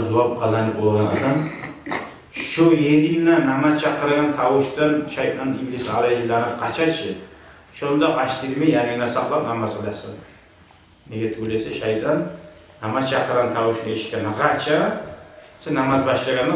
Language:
Kumyk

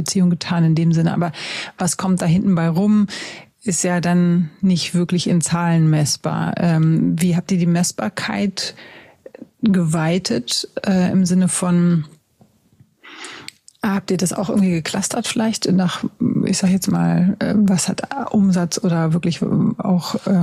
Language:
German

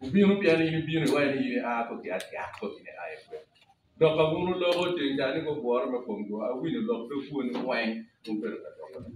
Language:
Acoli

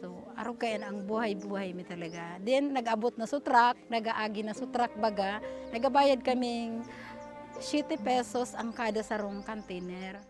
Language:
Bikol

